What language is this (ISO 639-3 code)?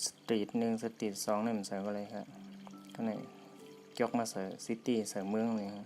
shn